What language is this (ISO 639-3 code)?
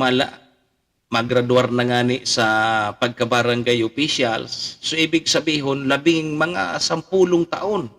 bik